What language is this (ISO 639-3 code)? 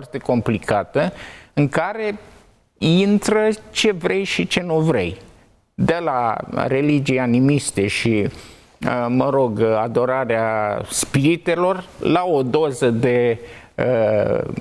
ron